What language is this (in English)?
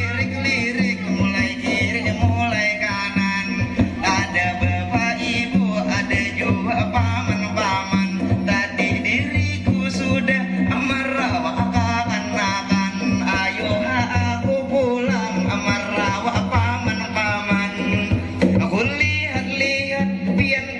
Banjar